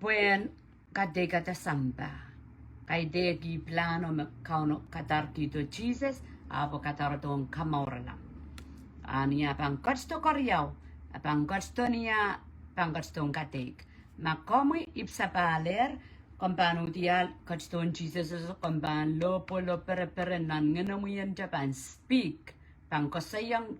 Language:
Pohnpeian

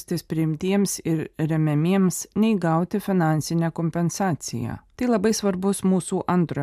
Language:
Lithuanian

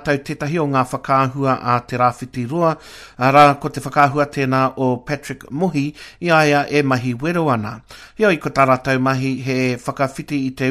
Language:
Māori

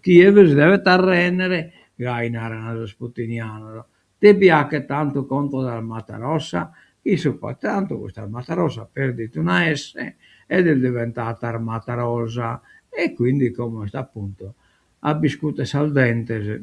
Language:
Sardinian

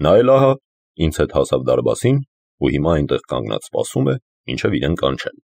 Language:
Armenian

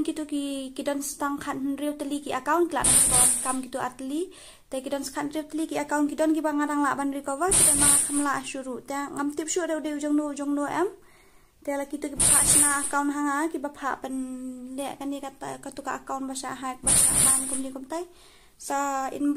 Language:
Khasi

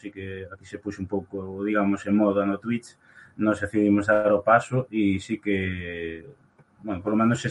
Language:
Galician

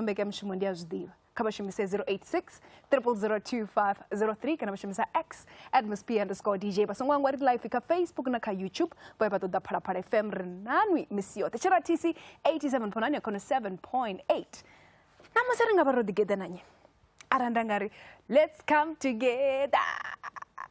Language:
Venda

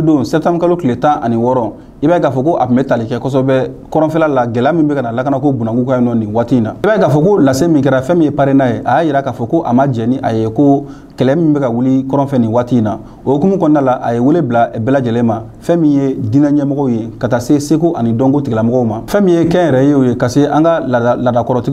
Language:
Bambara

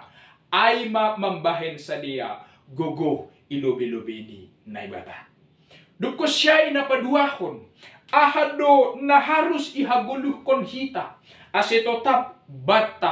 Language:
Batak Simalungun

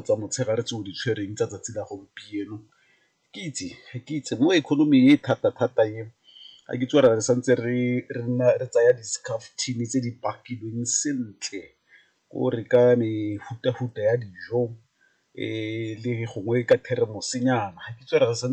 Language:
Tswana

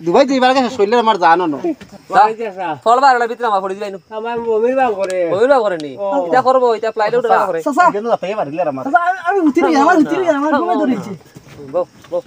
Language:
Sylheti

